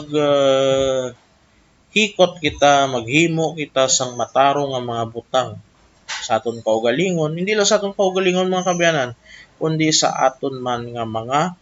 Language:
Hiligaynon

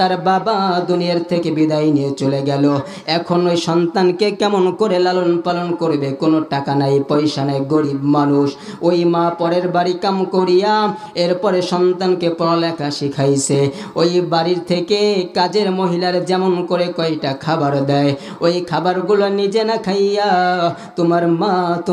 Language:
Bangla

